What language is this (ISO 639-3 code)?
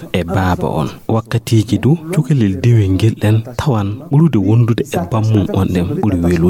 ful